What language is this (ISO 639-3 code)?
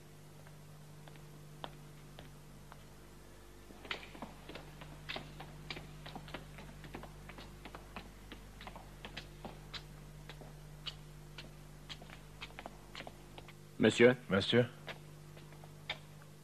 tur